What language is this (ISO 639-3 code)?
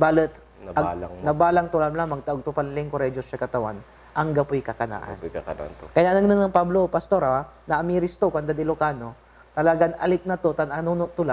pag